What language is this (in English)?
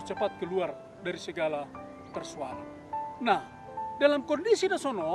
Batak Simalungun